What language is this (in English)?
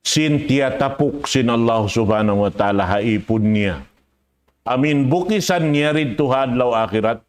Tausug